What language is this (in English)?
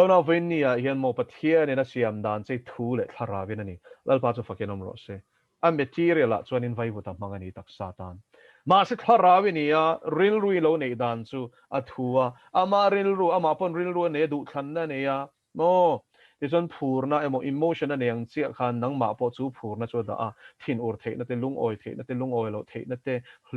Mizo